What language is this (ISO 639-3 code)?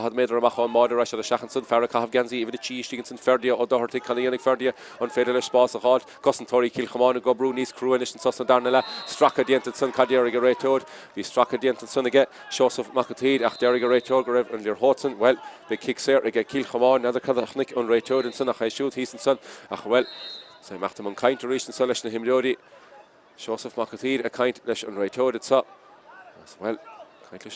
gle